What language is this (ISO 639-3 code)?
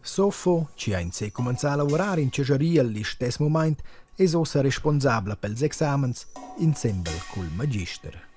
roh